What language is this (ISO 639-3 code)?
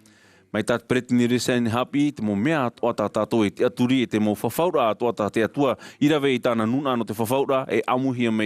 tah